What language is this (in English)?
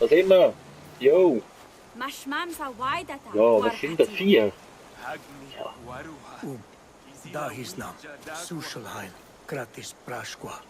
Swiss German